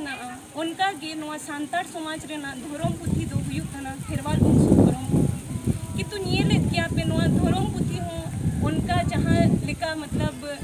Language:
Santali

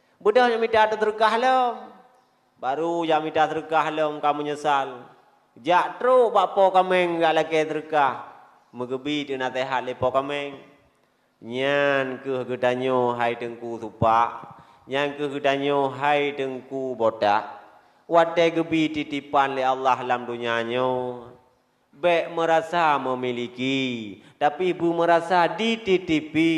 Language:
Achinese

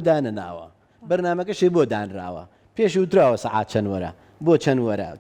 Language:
Central Kurdish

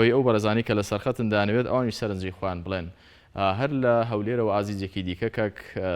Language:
Central Kurdish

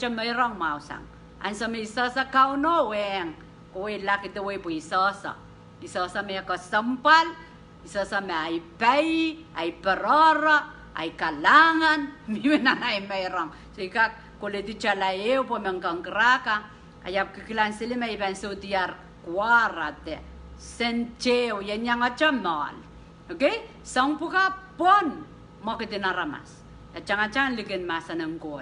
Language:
Pohnpeian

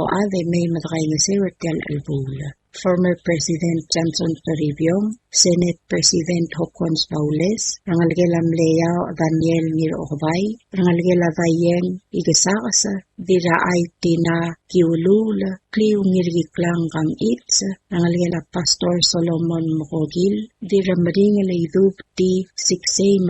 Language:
Palauan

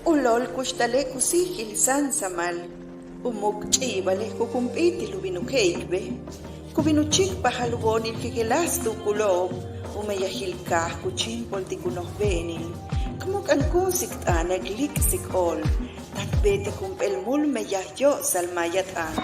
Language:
Yucateco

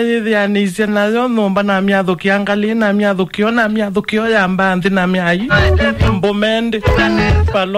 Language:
Kamba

